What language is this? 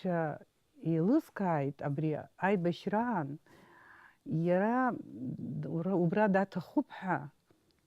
Abkhazian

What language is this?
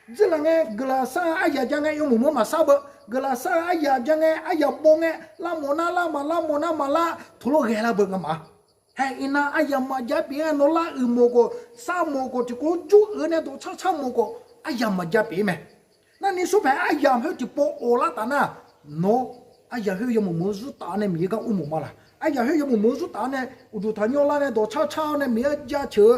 Akha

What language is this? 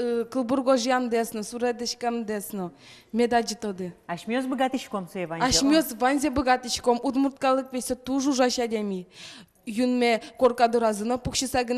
Udmurt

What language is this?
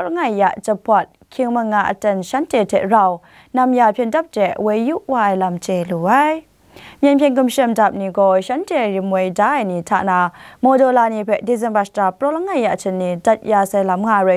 Kachin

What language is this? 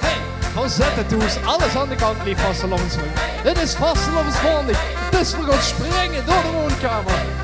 Limburgish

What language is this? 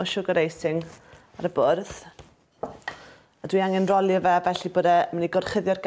Welsh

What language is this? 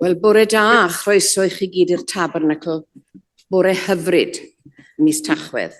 Welsh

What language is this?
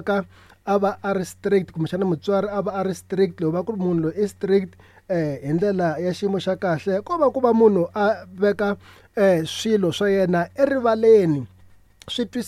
Tsonga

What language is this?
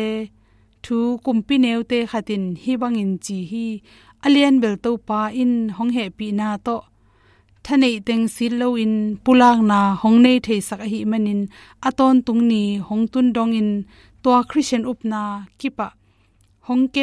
Tedim Chin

